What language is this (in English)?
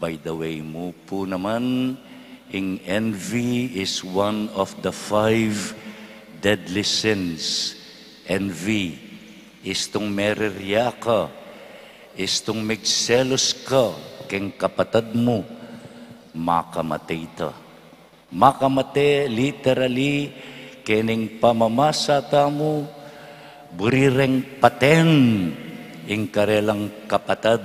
Pampanga